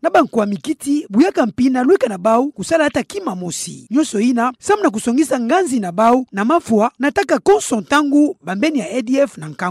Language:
Kituba (Democratic Republic of Congo)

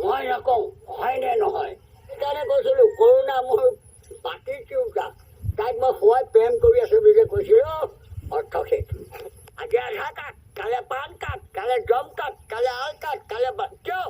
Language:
Assamese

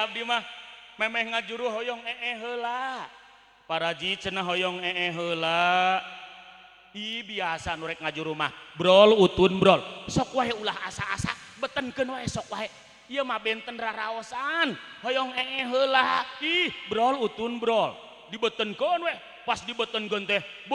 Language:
Sundanese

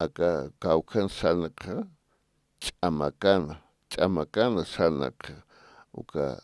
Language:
Aymara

